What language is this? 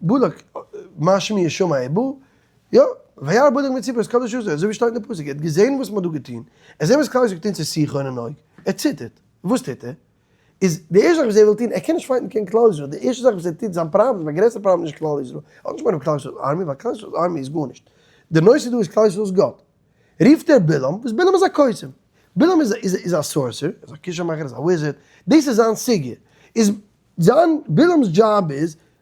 Yiddish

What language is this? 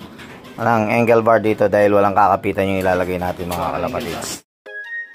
Filipino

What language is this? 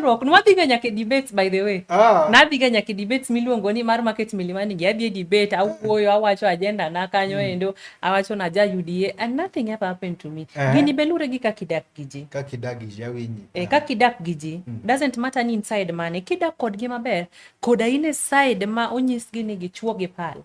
Luo (Kenya and Tanzania)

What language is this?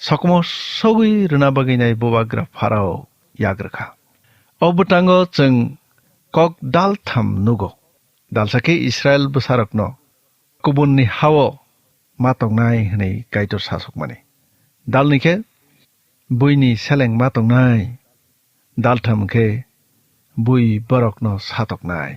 Kok Borok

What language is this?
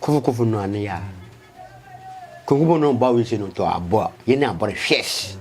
Akan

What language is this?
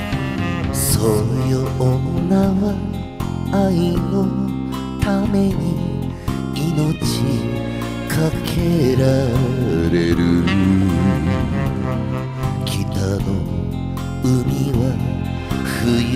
Japanese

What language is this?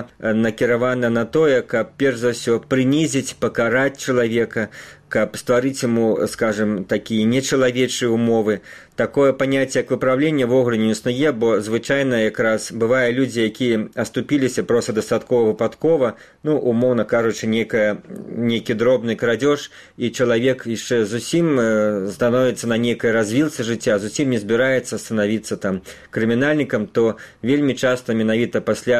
Belarusian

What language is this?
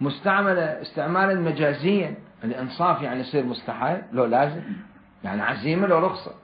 Mesopotamian Arabic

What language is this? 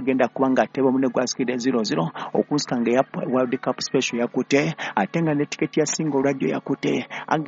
Ganda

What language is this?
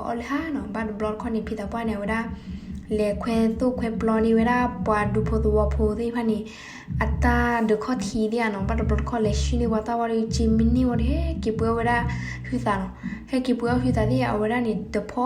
S'gaw Karen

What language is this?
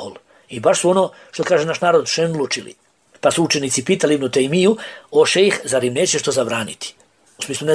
Bosnian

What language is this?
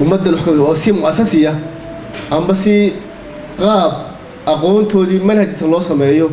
Somali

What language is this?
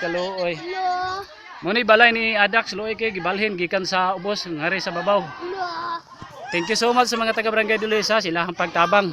Cebuano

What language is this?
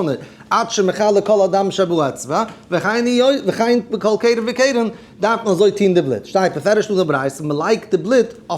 Yiddish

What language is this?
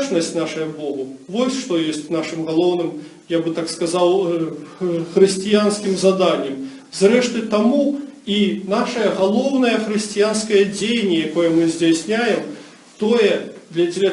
Belarusian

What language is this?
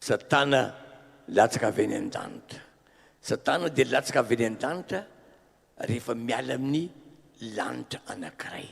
Malagasy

